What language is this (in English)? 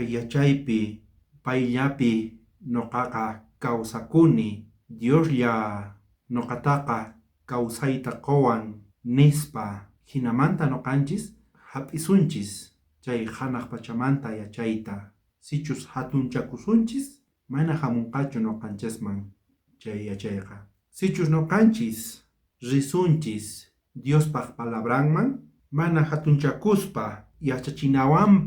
South Bolivian Quechua